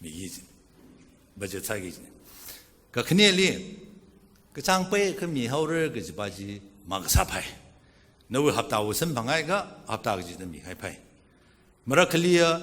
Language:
Tangkhul Naga (India)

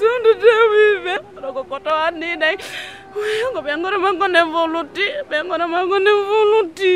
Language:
Fula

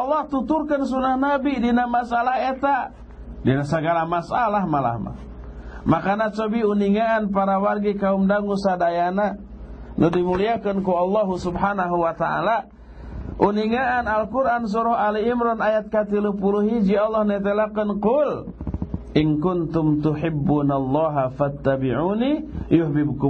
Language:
Sundanese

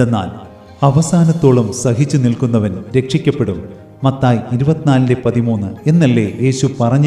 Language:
Malayalam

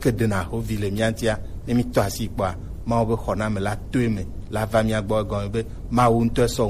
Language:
Gen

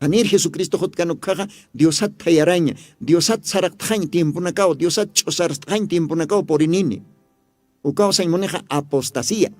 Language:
Aymara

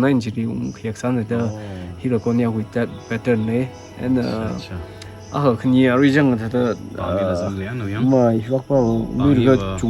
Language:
Tangkhul Naga (India)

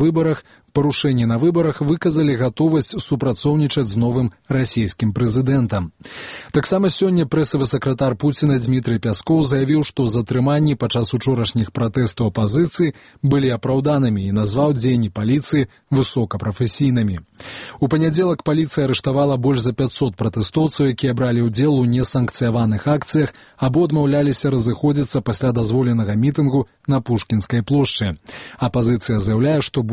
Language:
Belarusian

